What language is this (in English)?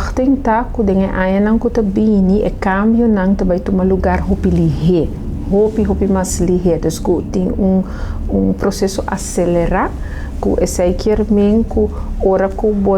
Papiamento